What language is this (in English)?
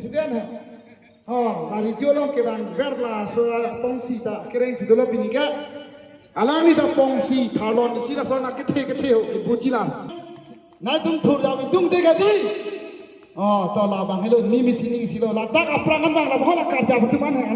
Karbi